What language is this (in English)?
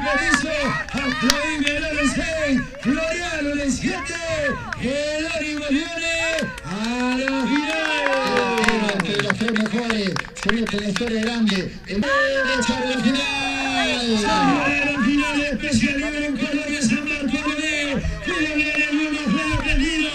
Spanish